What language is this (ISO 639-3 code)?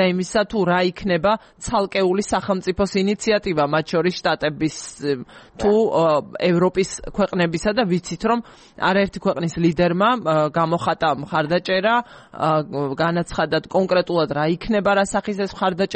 kat